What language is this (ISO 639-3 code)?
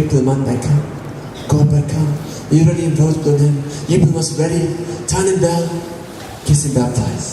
tpi